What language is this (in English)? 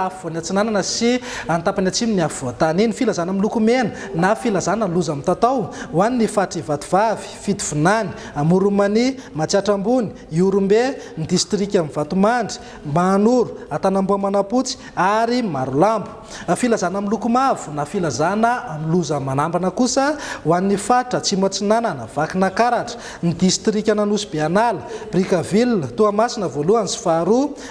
Malagasy